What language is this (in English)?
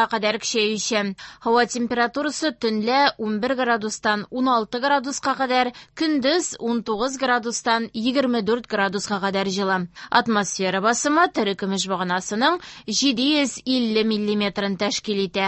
Tatar